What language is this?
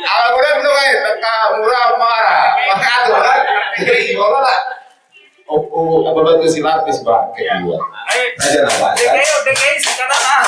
Batak Toba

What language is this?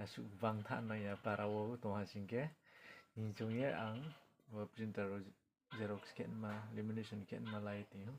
Riang (India)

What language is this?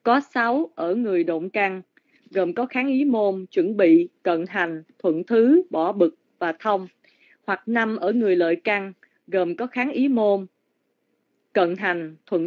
Vietnamese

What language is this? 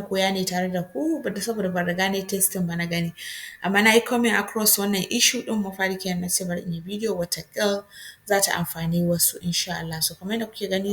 Hausa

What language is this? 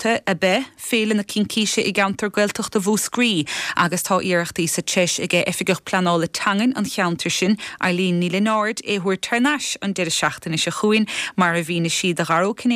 Irish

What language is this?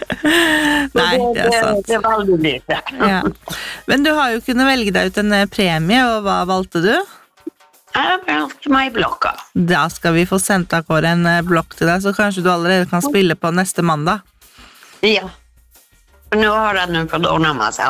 Norwegian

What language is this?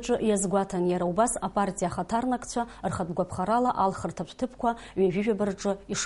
Abkhazian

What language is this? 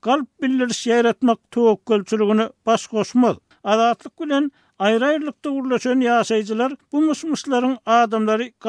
Turkmen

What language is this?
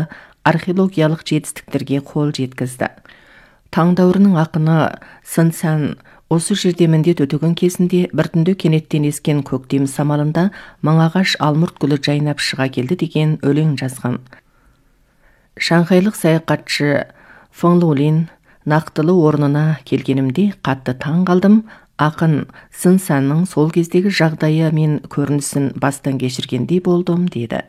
Kazakh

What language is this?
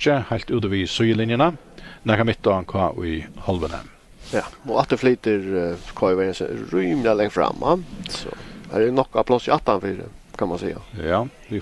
Faroese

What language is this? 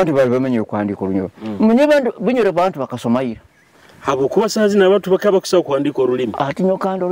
Nyoro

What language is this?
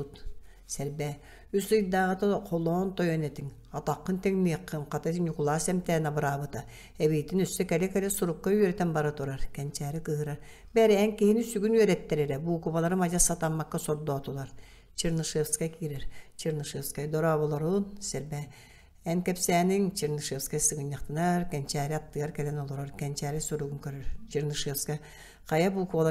Yakut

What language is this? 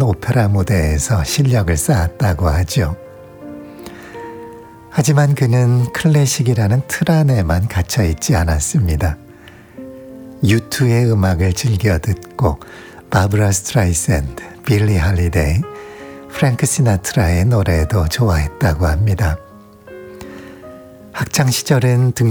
Korean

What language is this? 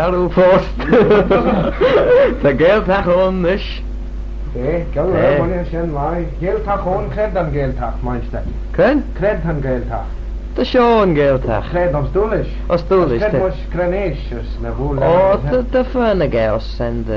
Manx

